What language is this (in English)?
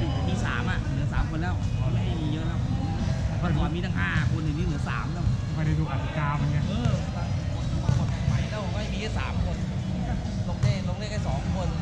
Thai